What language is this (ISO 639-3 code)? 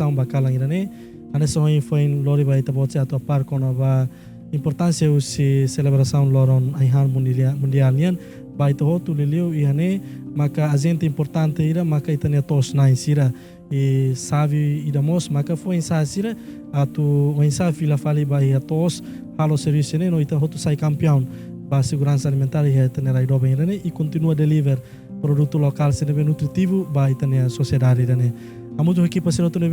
tet